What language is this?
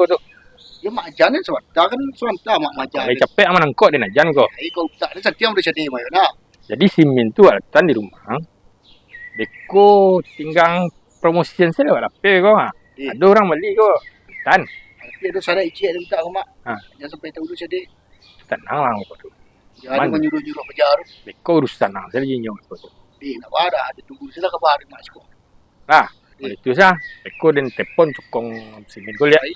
Minangkabau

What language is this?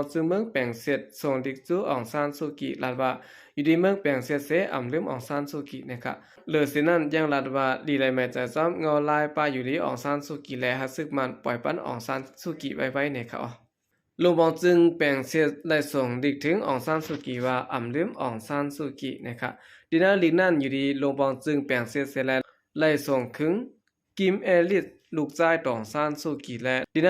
Shan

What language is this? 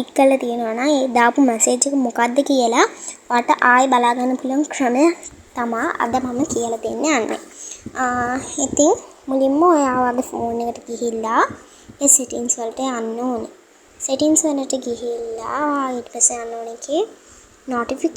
Sinhala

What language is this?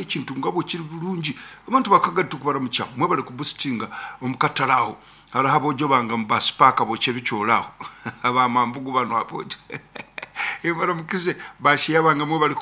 Nyoro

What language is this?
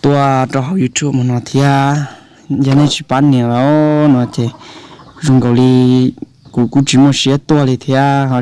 Hmong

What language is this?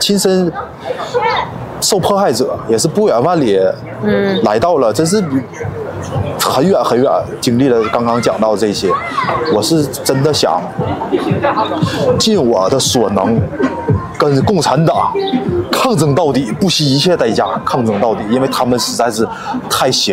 Chinese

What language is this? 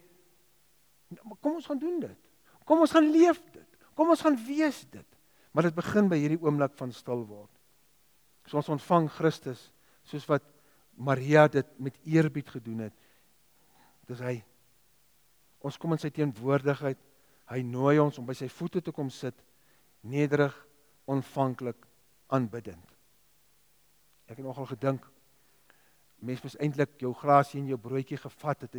Afrikaans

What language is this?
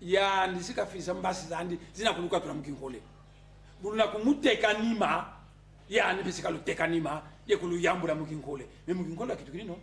Kongo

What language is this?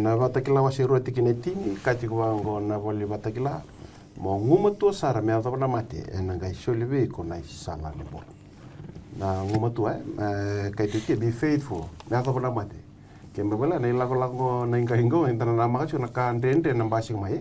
Fijian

